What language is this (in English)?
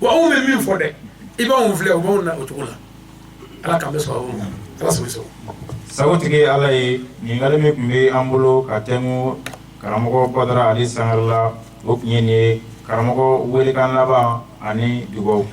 Bambara